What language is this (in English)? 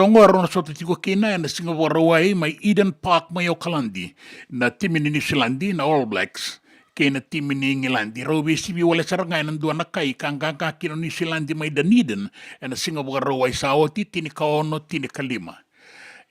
Fijian